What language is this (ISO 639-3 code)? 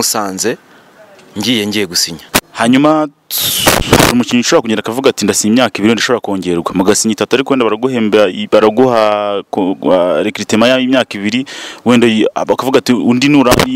kin